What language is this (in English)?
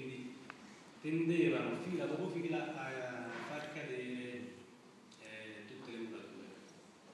Italian